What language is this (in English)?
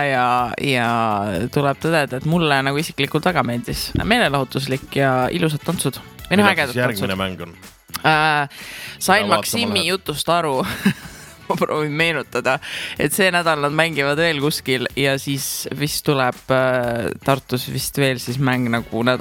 Estonian